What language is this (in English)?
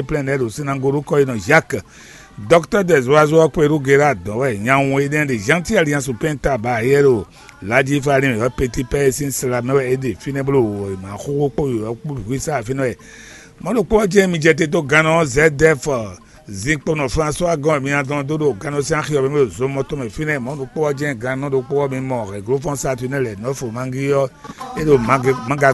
Fon